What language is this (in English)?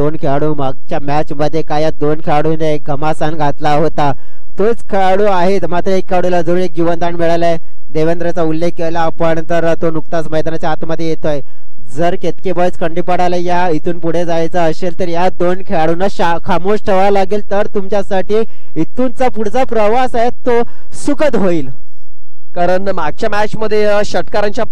Marathi